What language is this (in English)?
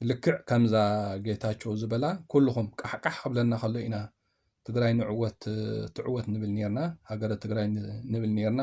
Tigrinya